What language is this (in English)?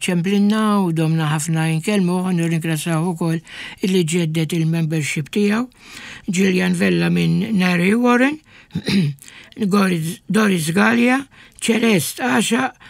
Maltese